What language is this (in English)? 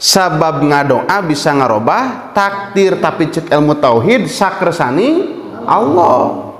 Sundanese